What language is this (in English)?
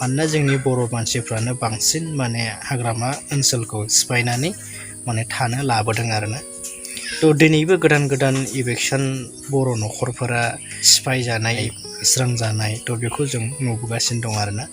Bodo